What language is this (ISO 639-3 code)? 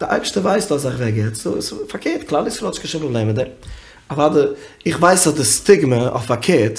yid